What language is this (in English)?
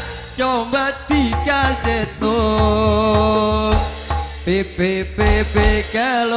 Madurese